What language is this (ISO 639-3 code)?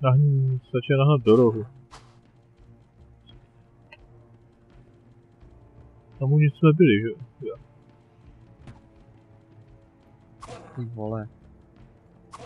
ces